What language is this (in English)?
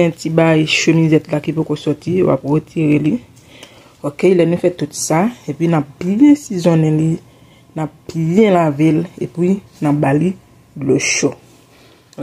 Haitian Creole